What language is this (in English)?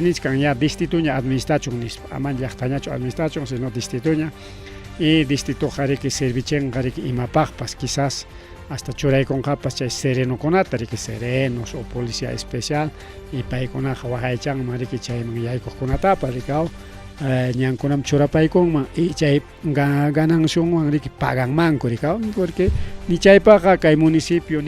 Ayacucho Quechua